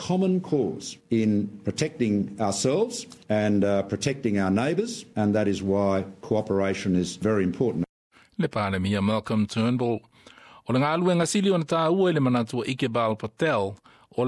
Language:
Samoan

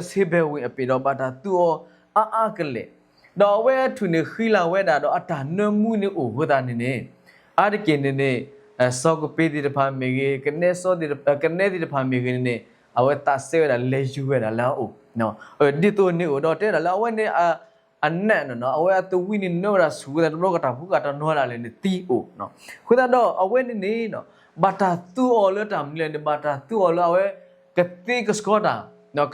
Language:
S'gaw Karen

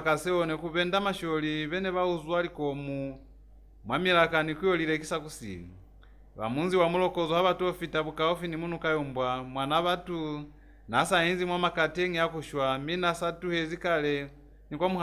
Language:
Lozi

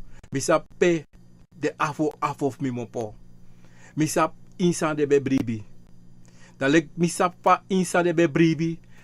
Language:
Sranan Tongo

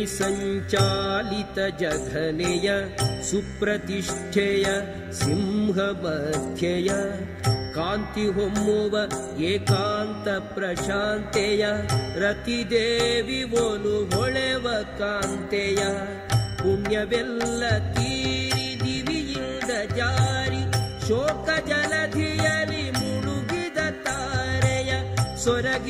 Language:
Kannada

